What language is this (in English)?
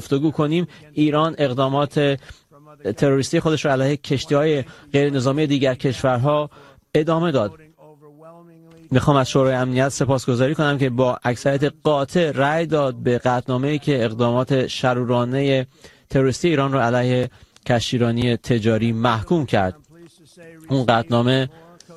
Persian